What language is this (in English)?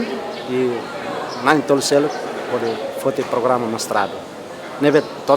Tetum